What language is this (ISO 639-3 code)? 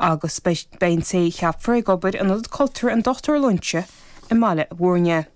gle